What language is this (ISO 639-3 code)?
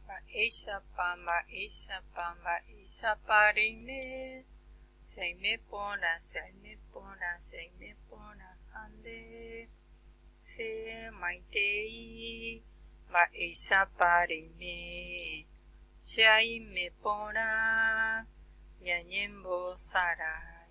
grn